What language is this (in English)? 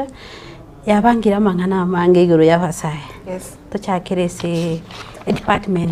Gusii